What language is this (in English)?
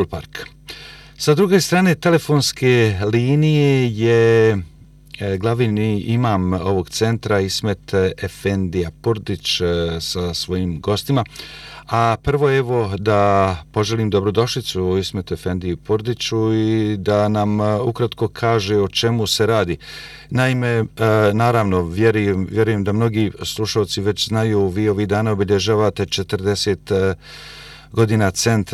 Bosnian